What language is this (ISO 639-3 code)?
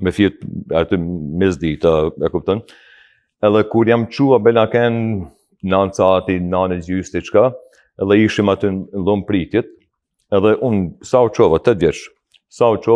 sqi